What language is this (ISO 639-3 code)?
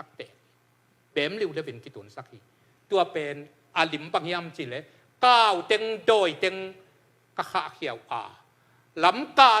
ctd